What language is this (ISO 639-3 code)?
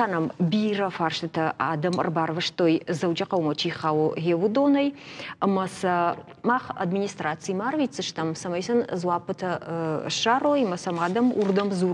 oss